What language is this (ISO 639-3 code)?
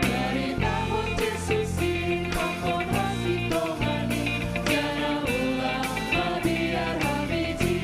bts